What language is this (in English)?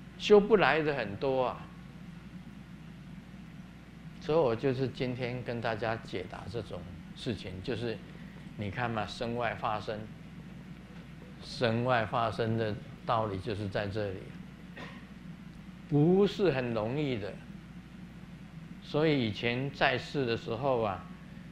Chinese